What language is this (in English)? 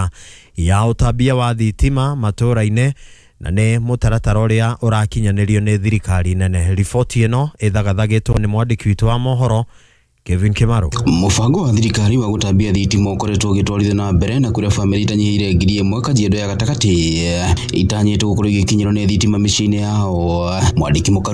Kikuyu